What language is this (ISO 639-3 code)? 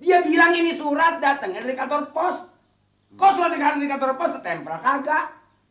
bew